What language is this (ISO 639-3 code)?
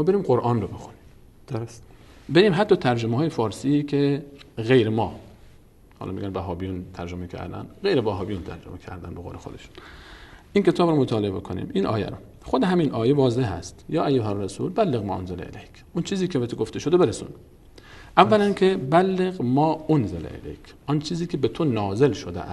fas